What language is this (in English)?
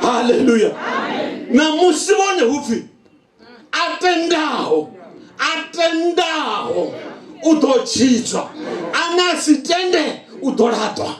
Venda